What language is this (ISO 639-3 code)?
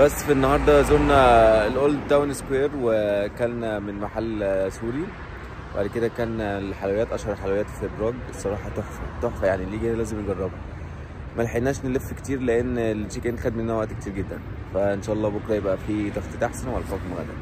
arz